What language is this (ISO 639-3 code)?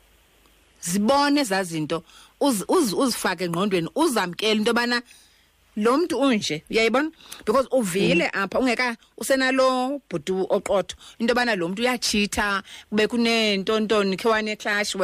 xho